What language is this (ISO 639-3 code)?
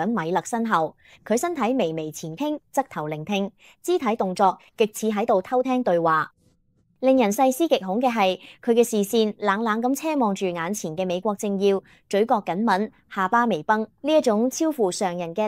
yue